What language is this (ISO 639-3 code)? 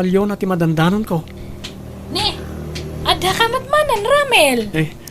ilo